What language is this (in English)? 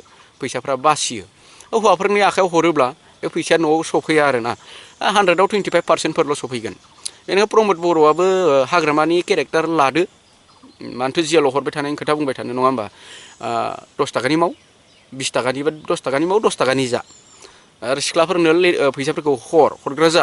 Bodo